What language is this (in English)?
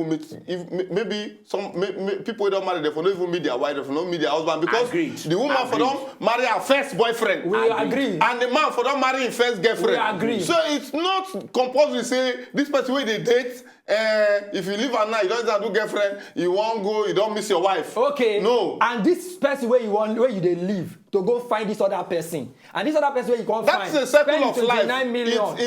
Nigerian Pidgin